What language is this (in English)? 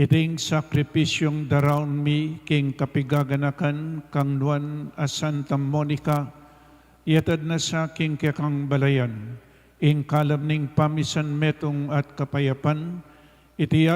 Pampanga